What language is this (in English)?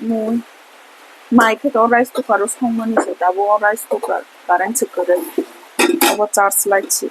Kok Borok